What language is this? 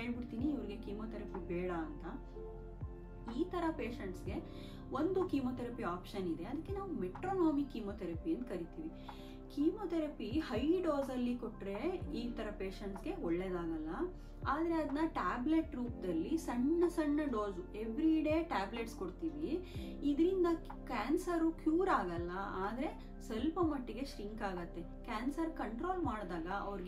Kannada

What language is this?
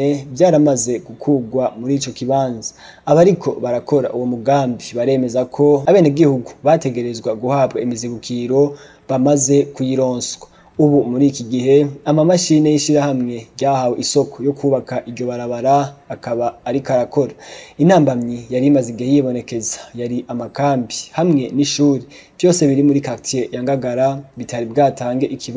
Rundi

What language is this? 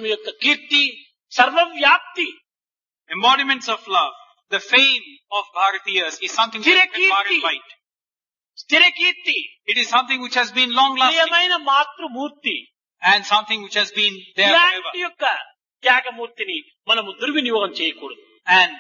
Telugu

